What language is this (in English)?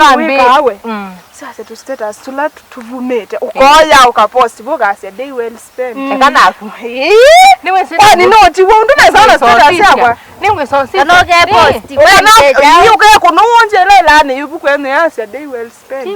Kamba